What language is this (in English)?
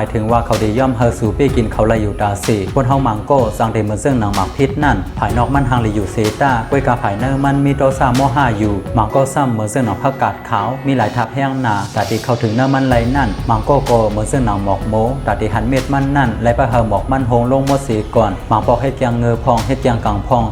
Shan